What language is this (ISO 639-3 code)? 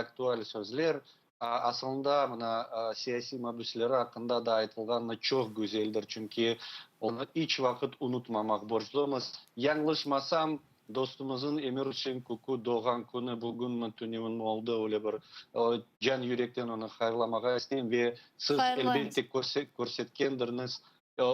crh